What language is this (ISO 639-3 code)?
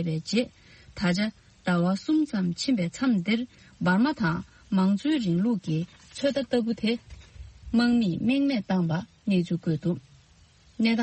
bod